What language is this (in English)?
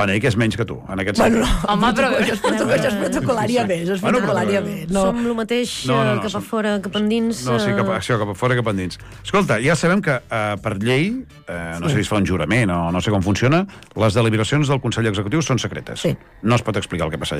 Catalan